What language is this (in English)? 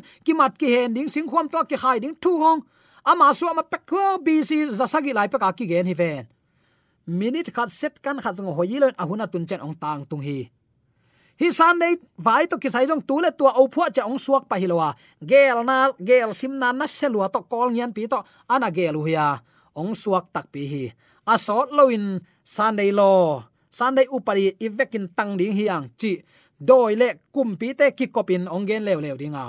Tedim Chin